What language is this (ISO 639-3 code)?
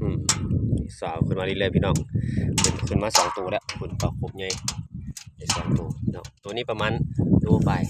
lao